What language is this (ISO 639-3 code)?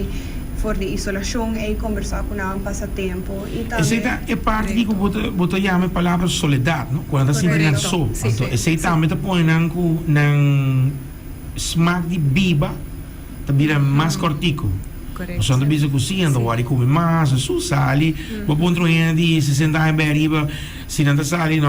pap